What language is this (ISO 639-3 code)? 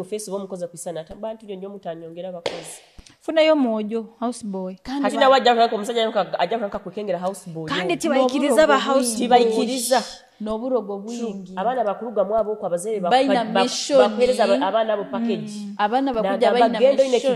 nyo